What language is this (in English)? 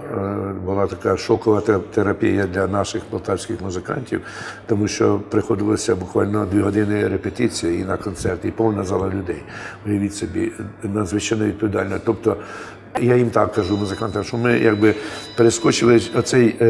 Ukrainian